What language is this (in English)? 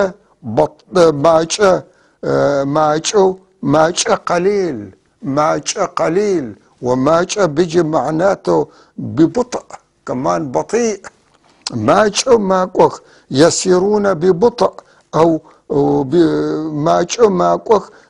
North Levantine Arabic